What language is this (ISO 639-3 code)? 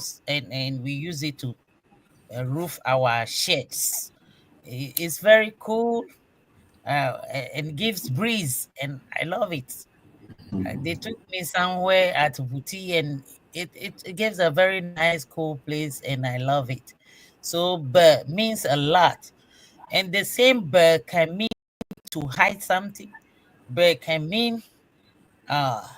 ewe